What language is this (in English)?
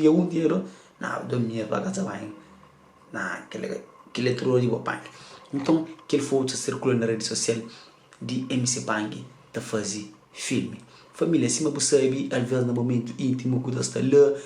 Kabuverdianu